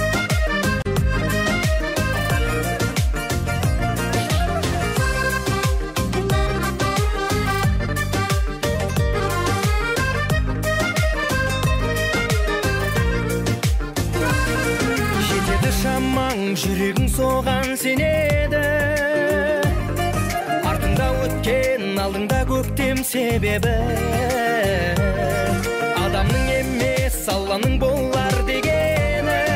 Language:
Kazakh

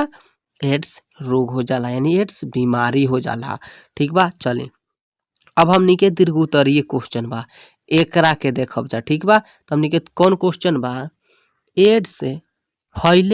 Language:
Bhojpuri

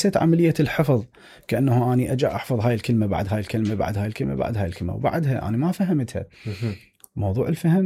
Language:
Mesopotamian Arabic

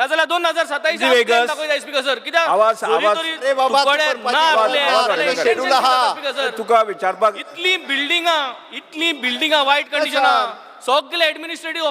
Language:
Konkani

